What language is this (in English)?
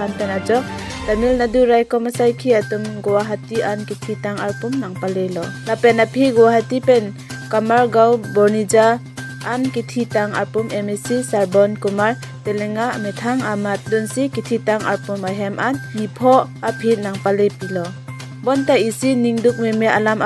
Karbi